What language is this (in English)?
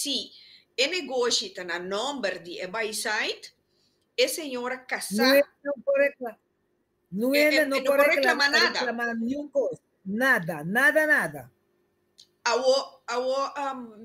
Papiamento